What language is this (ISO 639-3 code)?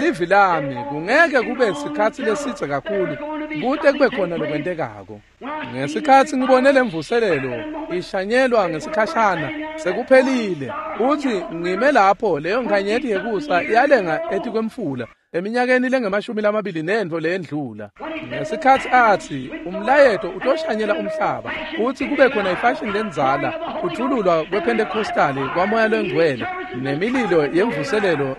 ssw